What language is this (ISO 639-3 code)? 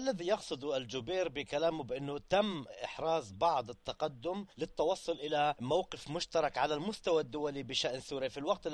ara